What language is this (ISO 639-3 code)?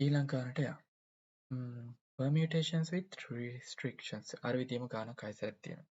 sin